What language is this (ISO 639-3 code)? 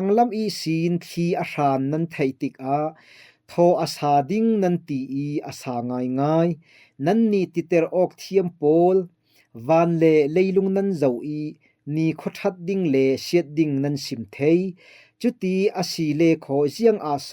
cfm